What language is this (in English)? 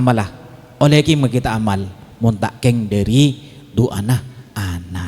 Madurese